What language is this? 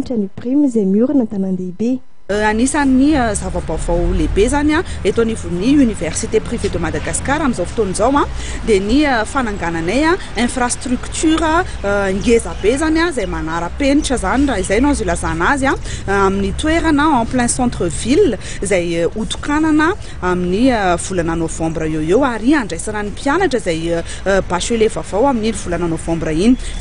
Malagasy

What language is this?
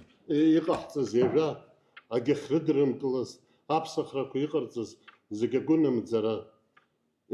Abkhazian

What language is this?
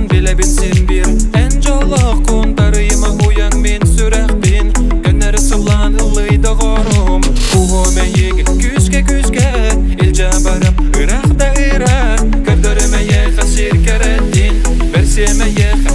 Yakut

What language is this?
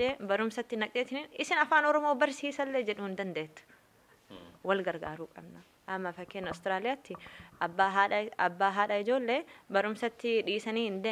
Oromo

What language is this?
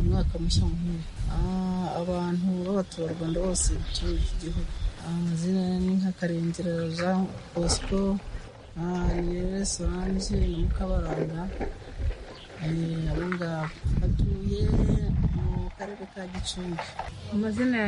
Kinyarwanda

